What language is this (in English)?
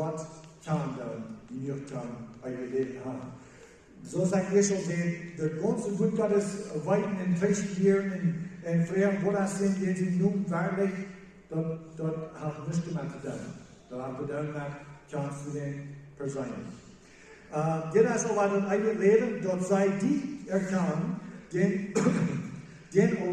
Plautdietsch